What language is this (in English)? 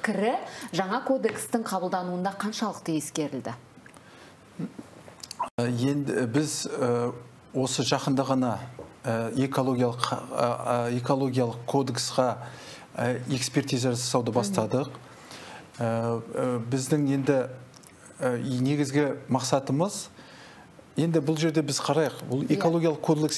Kazakh